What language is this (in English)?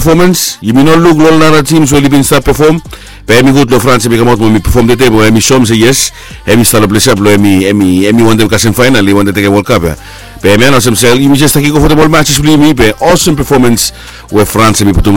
Bislama